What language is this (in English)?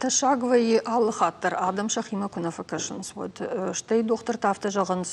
Ossetic